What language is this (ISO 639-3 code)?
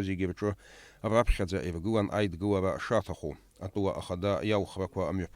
abk